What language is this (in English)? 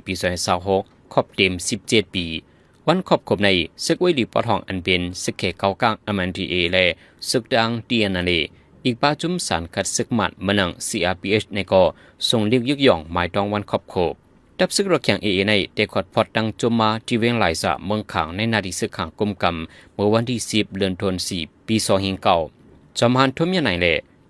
Shan